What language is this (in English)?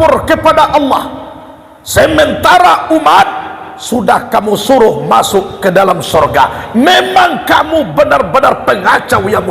Minangkabau